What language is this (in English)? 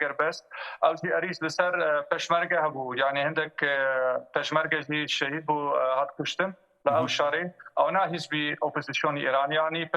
Kurdish